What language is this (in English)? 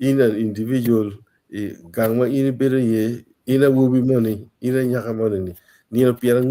Acoli